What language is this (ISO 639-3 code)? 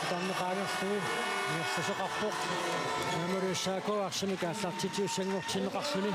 kal